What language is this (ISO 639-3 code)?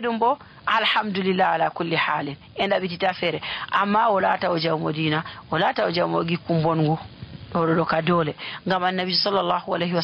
fuv